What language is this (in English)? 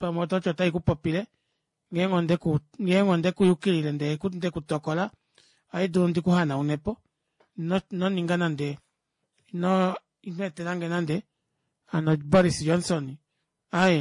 Kuanyama